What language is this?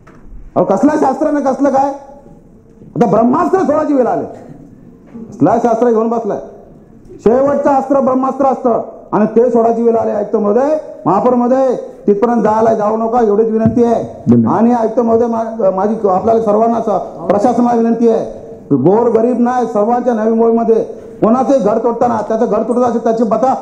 Marathi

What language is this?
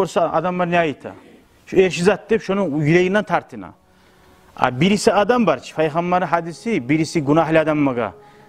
Kumyk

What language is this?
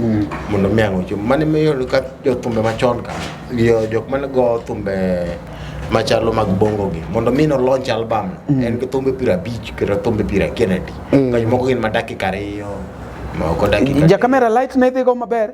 Luo (Kenya and Tanzania)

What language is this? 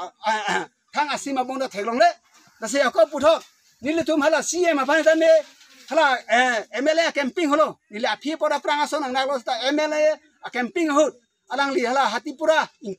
Karbi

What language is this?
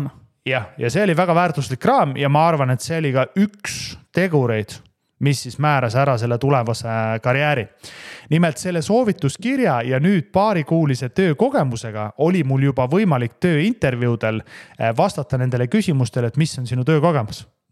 Estonian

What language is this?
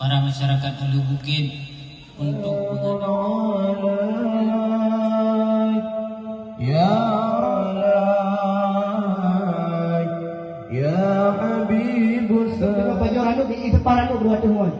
Achinese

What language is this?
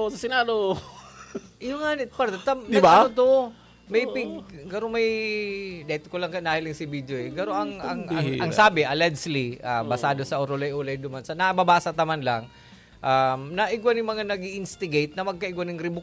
Bikol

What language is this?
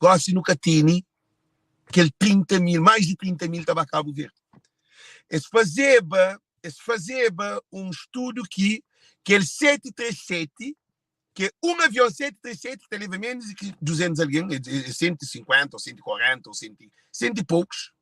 Kabuverdianu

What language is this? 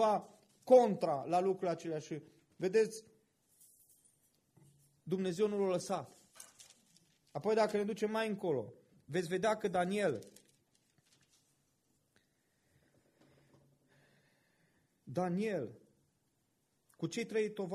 Romanian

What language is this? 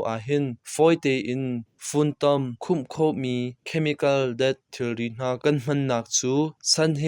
Hakha Chin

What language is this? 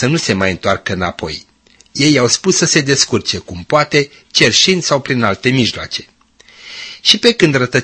Romanian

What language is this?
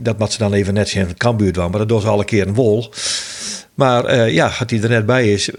Western Frisian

